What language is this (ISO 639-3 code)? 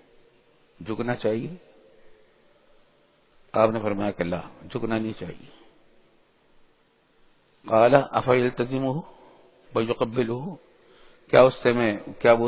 urd